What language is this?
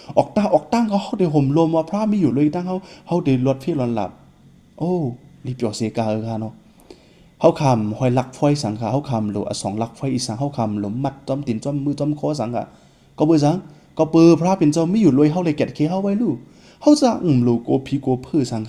Shan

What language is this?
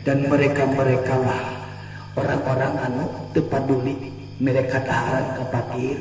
Sundanese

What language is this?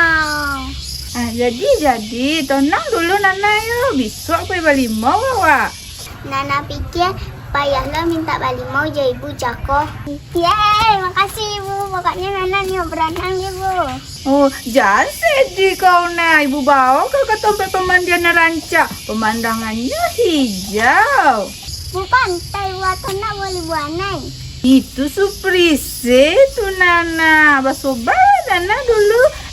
Minangkabau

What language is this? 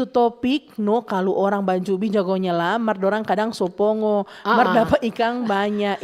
Manado Malay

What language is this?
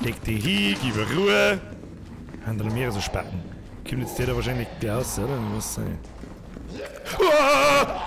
Bavarian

